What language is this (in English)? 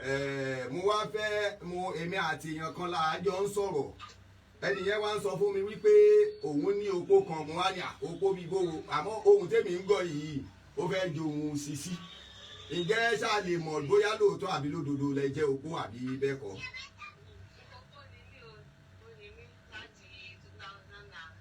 Yoruba